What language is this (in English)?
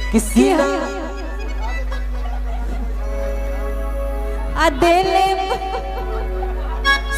Bhojpuri